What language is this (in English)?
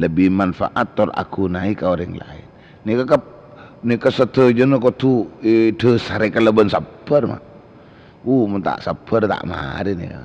Madurese